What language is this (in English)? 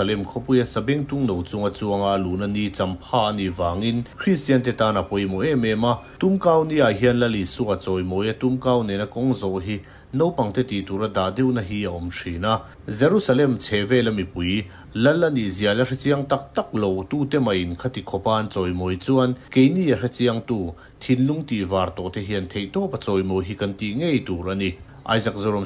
Mizo